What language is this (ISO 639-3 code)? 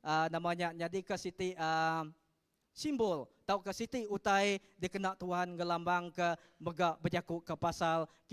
iba